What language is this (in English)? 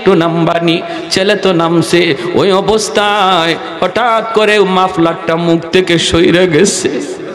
Bangla